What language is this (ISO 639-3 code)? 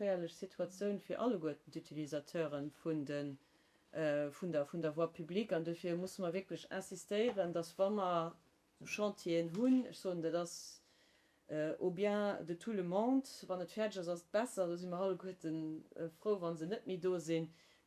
ltz